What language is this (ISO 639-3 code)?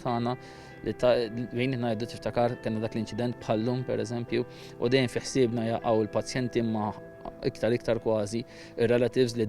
mlt